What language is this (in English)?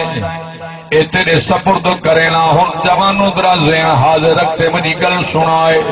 Saraiki